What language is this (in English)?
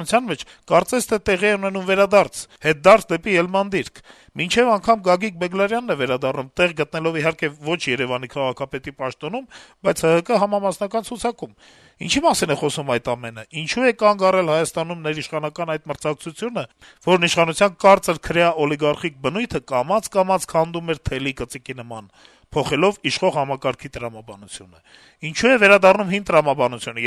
Armenian